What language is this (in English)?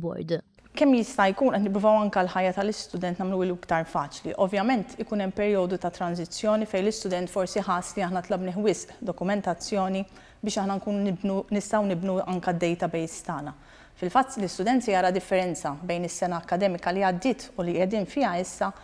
Maltese